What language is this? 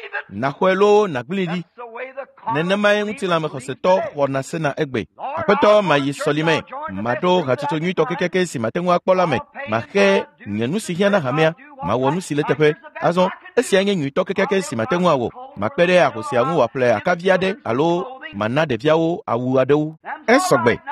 Ewe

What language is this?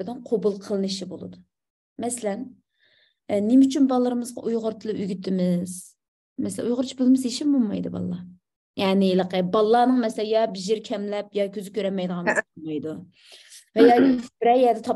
Uyghur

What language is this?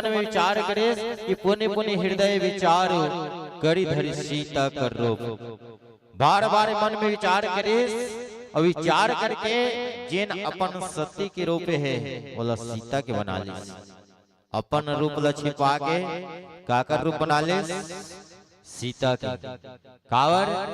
Chhattisgarhi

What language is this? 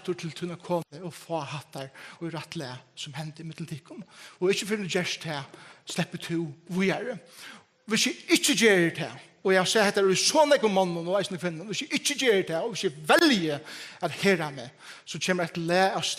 Faroese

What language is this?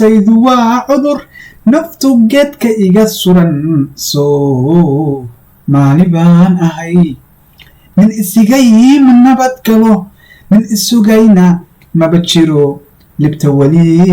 Somali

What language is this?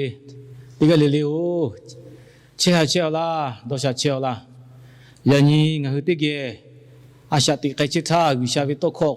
Lahu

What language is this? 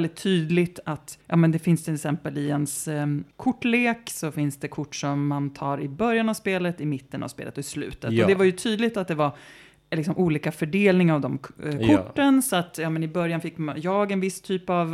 Swedish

